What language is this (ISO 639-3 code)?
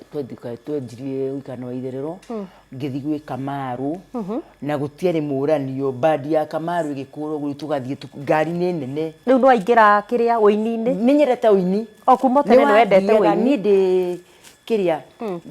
kik